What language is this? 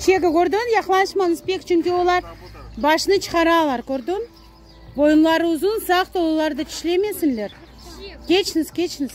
Crimean Tatar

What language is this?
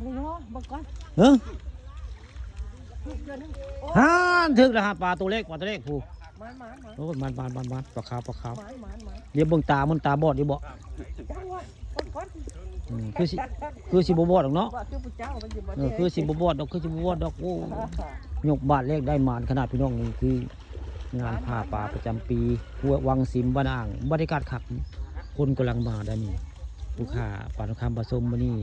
Northeastern Thai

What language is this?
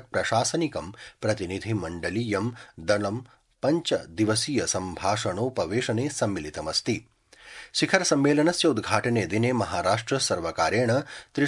Sanskrit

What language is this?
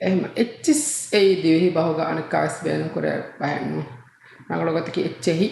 Divehi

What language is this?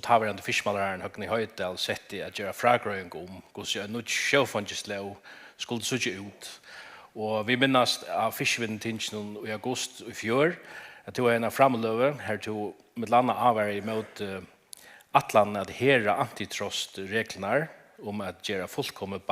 Faroese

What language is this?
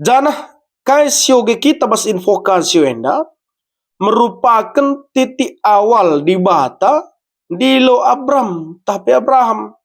Batak Karo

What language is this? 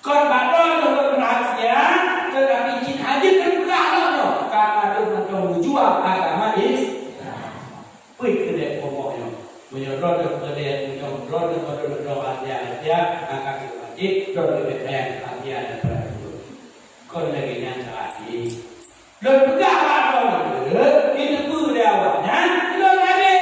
Achinese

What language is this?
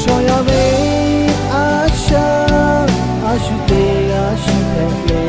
Lahu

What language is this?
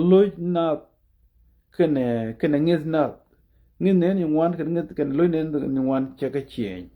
Nuer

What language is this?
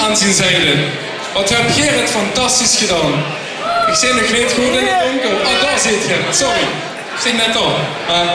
Limburgish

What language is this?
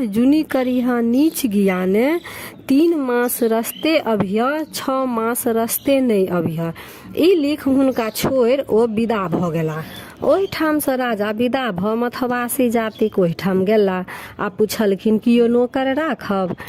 Maithili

